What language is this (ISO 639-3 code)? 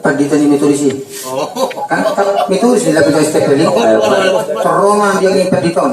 bbc